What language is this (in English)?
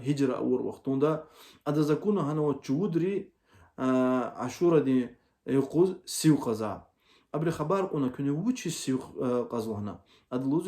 Lezghian